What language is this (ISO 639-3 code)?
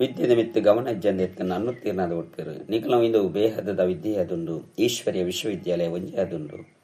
tcy